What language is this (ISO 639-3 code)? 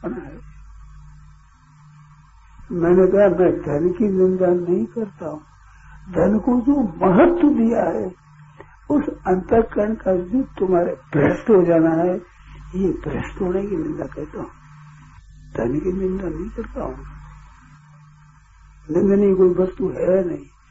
hin